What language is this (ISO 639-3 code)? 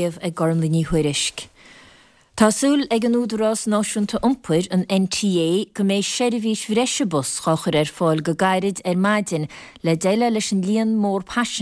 gle